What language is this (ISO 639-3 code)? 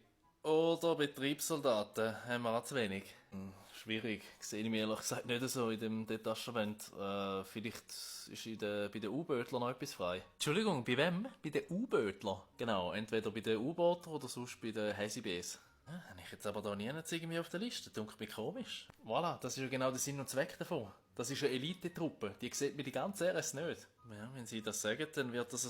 gsw